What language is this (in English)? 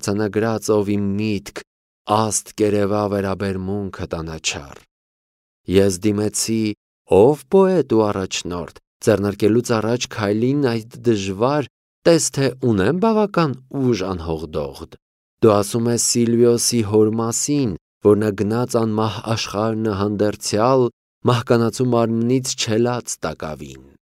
Armenian